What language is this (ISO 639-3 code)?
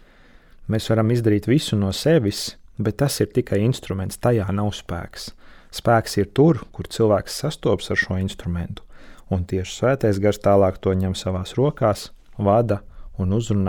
lav